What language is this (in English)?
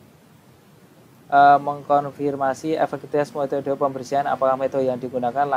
Indonesian